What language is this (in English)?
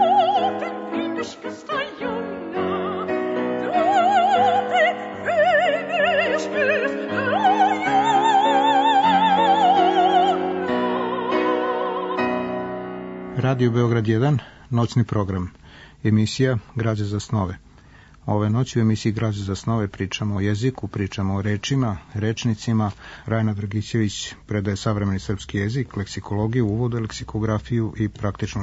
Serbian